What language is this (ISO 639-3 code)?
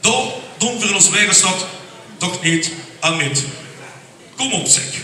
lim